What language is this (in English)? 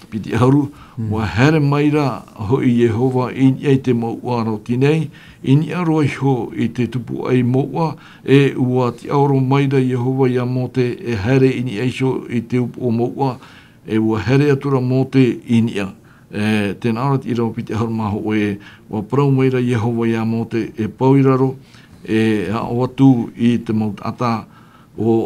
Tahitian